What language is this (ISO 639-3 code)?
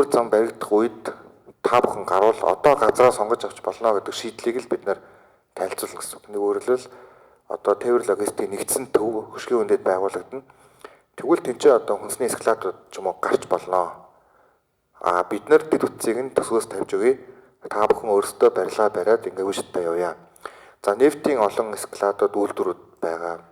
mon